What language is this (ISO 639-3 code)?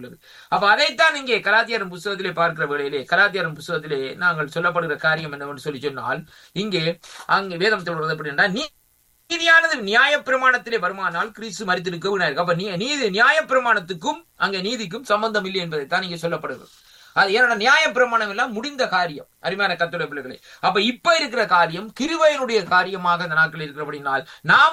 tam